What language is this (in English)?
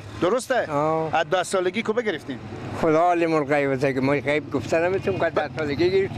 Persian